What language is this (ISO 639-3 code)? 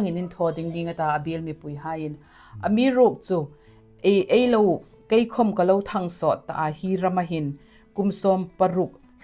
hmr